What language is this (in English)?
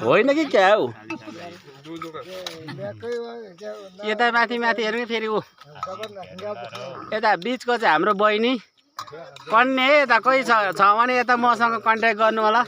Nepali